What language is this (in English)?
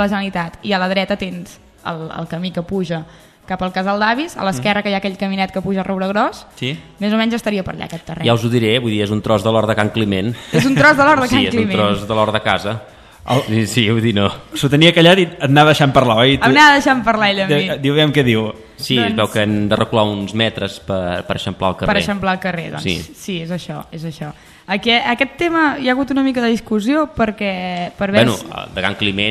Catalan